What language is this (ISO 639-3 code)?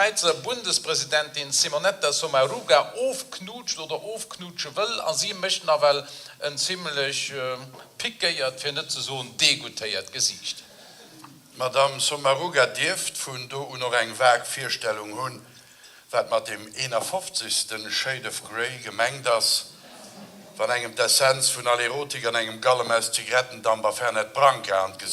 ltz